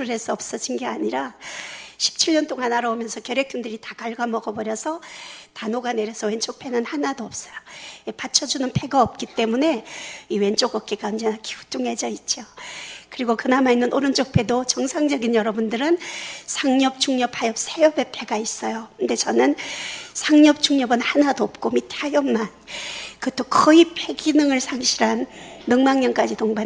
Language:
Korean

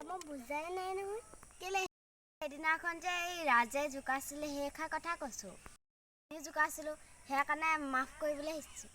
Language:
Assamese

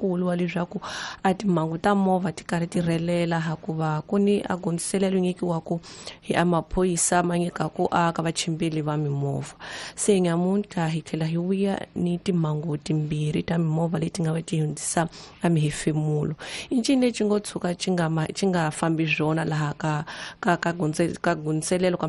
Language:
Tsonga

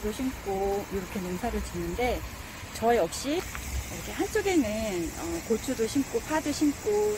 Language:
Korean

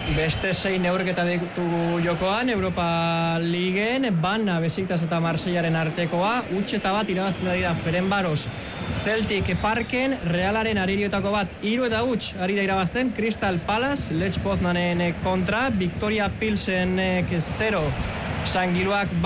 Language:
Basque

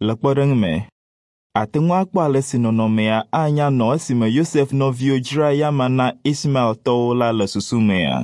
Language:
Ewe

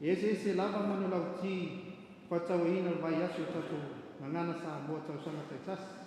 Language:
Samoan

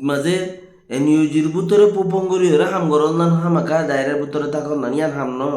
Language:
Rohingya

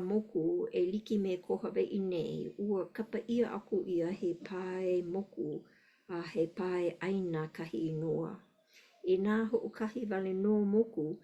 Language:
Hawaiian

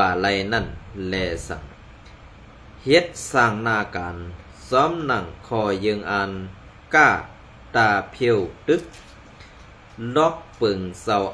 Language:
Shan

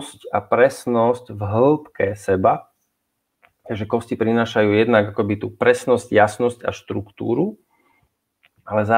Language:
Slovak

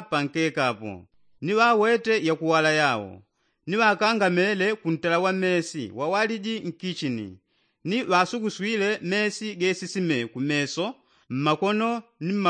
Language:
Yao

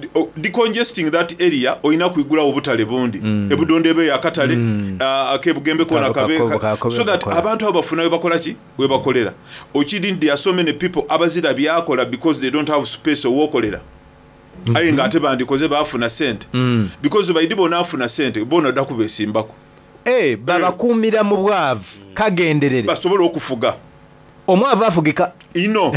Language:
Soga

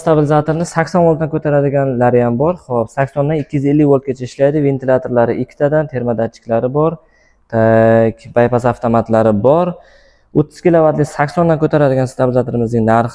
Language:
Uzbek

